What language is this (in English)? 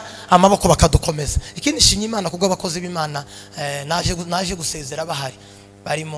Kinyarwanda